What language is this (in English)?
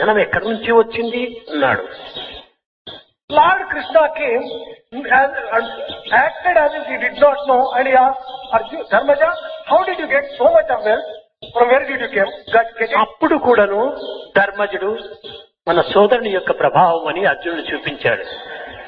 Telugu